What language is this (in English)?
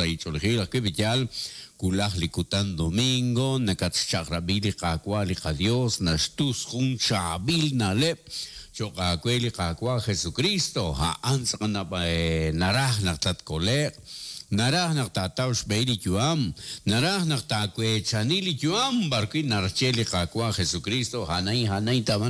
Kekchí